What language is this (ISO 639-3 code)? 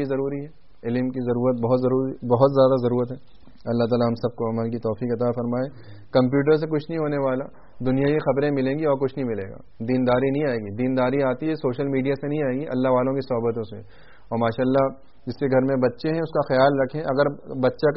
urd